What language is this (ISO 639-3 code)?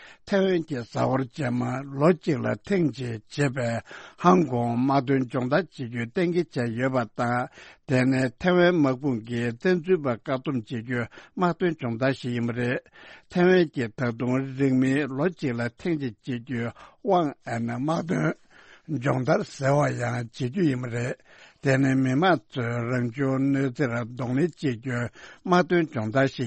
bod